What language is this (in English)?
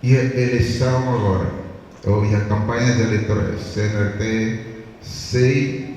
Tetum